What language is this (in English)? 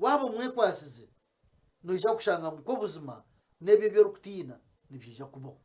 Nyankole